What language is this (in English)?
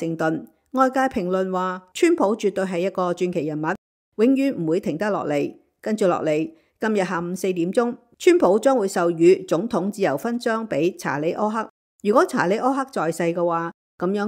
Cantonese